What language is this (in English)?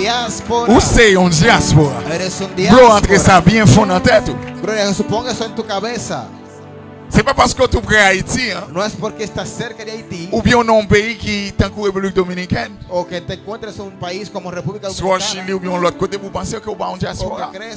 Haitian Creole